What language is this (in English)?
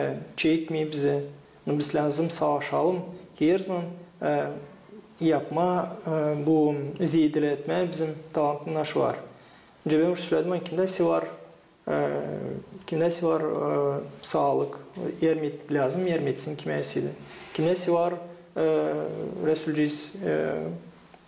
Gagauz